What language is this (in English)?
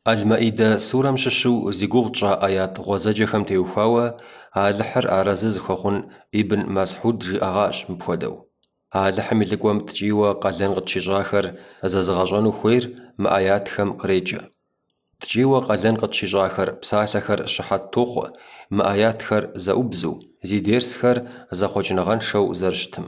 Kabardian